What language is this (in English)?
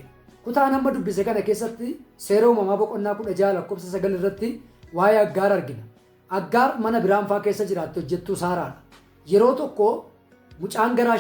Oromo